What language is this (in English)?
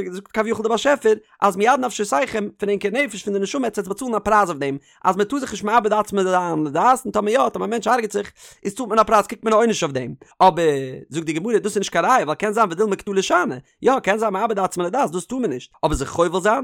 Yiddish